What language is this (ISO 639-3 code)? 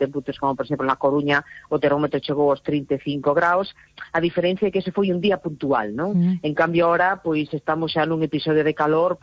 glg